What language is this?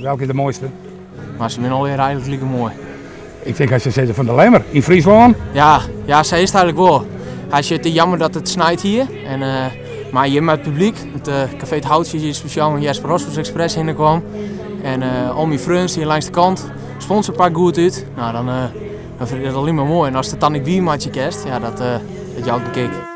Western Frisian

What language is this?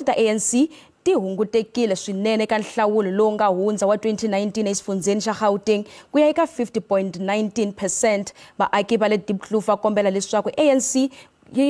Tsonga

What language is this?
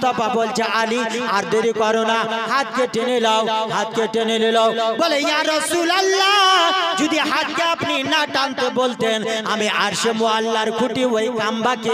Bangla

